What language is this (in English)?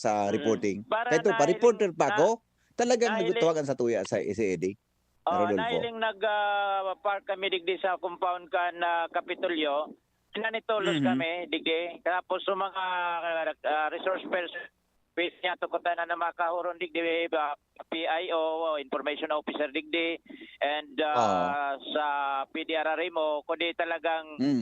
Bikol